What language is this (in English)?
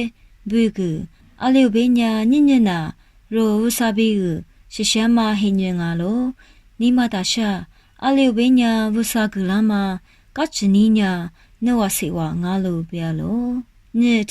Lisu